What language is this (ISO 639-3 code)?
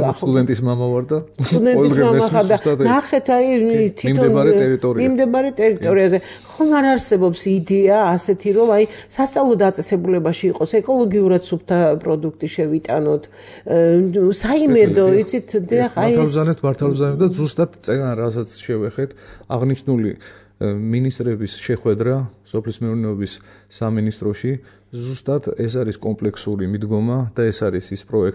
kat